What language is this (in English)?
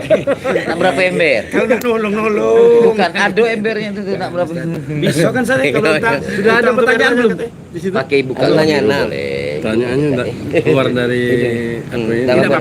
Musi